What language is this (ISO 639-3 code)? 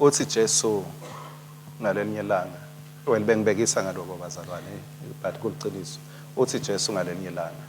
ssw